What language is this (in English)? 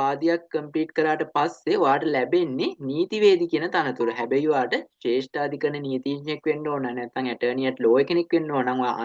Sinhala